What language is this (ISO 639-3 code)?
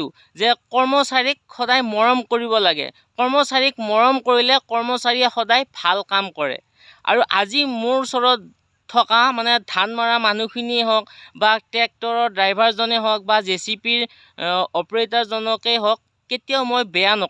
asm